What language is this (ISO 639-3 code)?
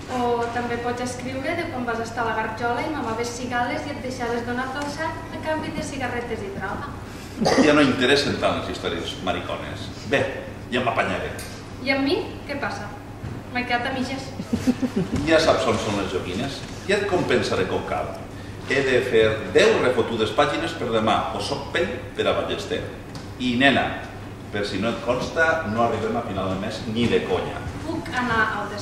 cat